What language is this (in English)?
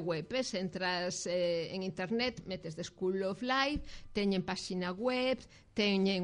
Galician